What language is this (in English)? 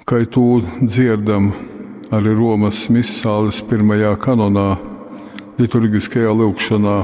Latgalian